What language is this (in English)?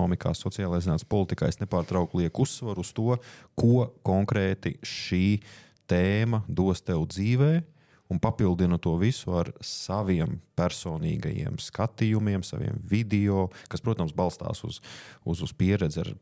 Latvian